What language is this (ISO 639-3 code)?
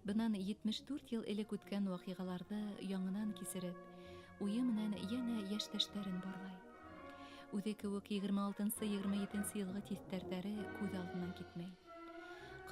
bak